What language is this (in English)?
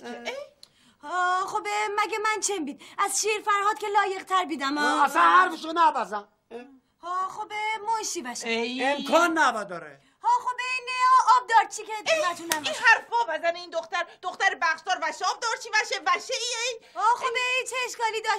Persian